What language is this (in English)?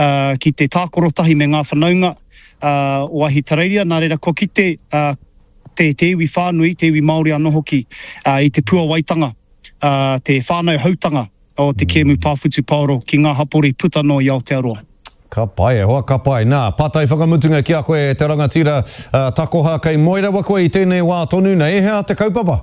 Māori